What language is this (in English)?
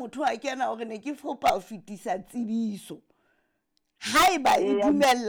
Southern Sotho